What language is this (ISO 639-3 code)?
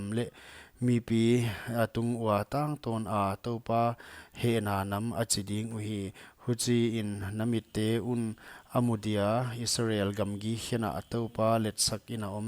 pck